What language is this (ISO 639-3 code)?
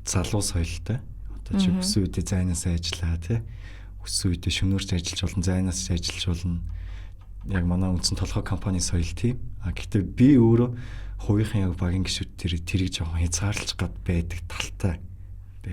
mon